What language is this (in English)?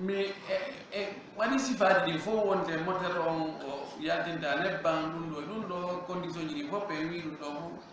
Fula